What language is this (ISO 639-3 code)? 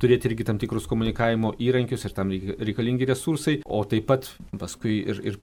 lit